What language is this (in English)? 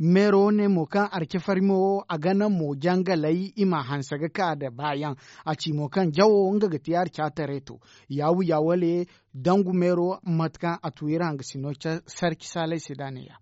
Zarma